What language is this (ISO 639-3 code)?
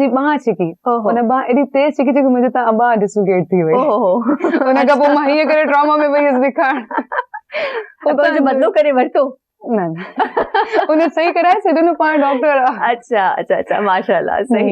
snd